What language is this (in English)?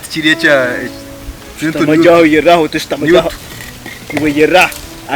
Nyankole